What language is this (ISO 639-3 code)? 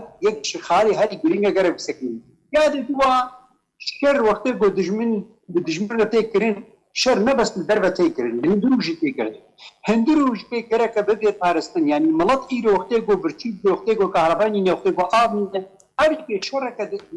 kur